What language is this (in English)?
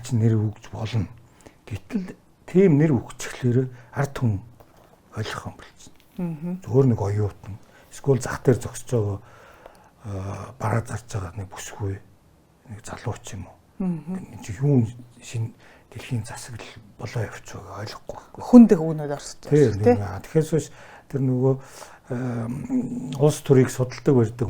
Mongolian